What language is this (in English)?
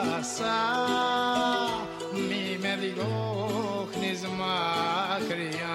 Greek